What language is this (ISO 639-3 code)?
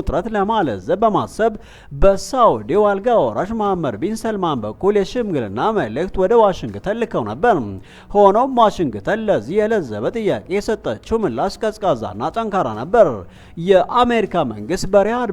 amh